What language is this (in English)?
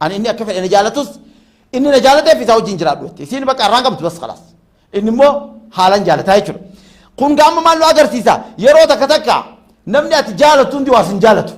Oromo